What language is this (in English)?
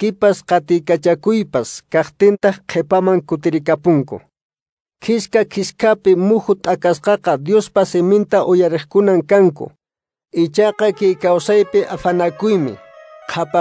Quechua